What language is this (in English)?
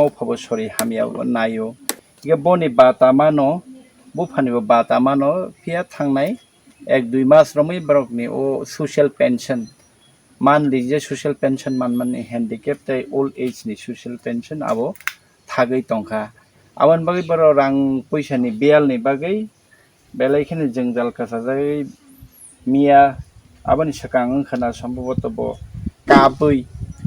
Kok Borok